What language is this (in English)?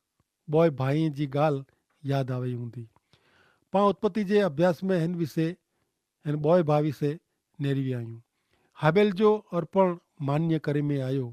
Kachhi